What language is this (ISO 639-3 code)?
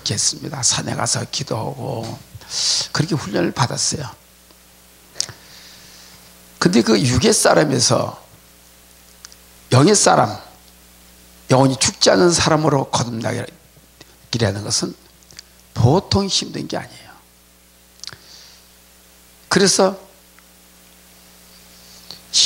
kor